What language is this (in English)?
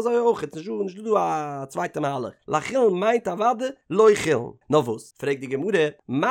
Yiddish